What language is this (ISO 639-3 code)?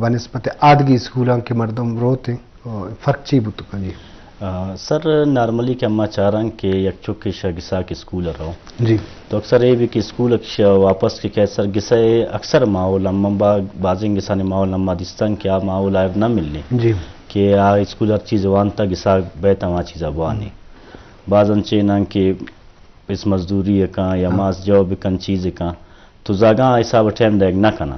bgp